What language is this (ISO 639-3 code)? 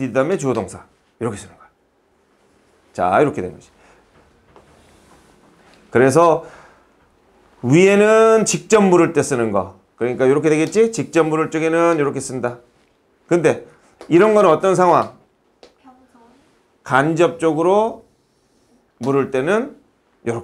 kor